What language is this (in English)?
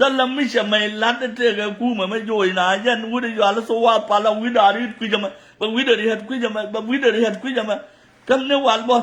Nuer